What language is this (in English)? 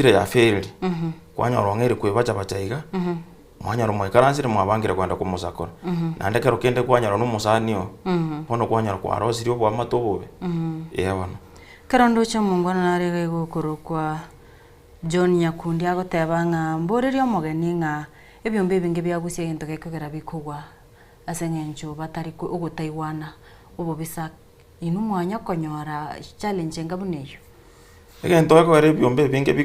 Gusii